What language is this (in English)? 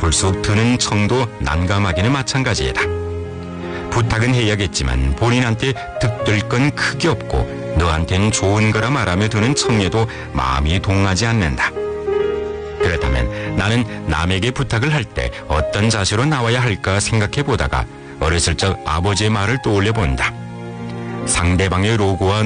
Korean